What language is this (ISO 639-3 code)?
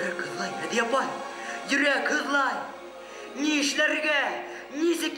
bak